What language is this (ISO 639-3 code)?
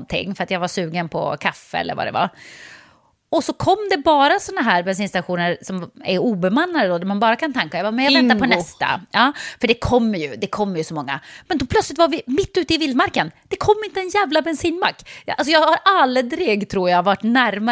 swe